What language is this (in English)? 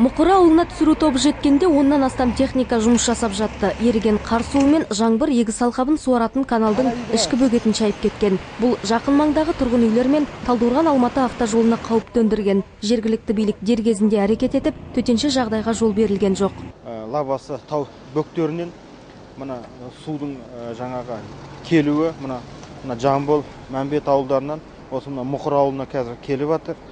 Kazakh